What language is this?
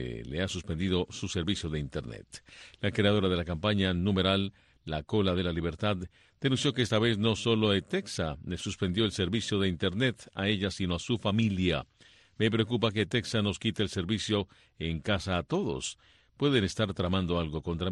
Spanish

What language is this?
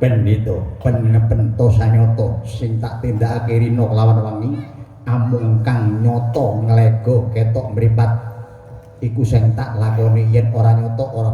Javanese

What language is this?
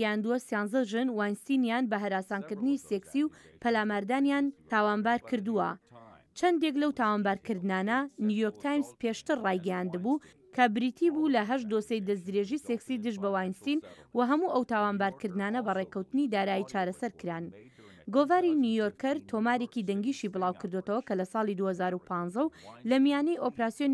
Central Kurdish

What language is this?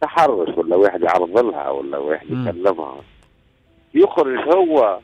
Tunisian Arabic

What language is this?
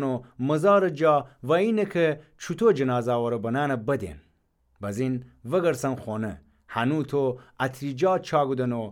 Gilaki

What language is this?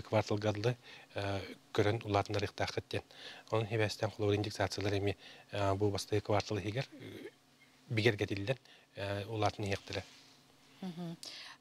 Yakut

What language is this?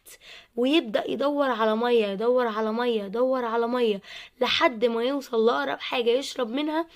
Egyptian Arabic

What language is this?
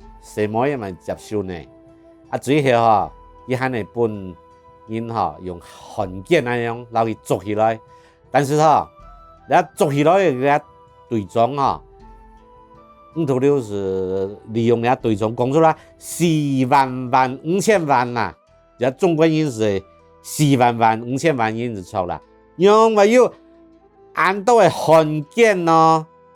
Hakka Chinese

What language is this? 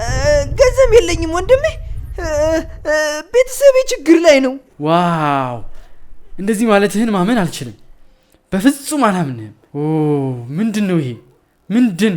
Amharic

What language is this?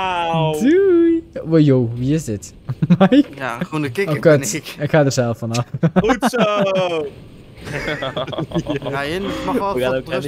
Dutch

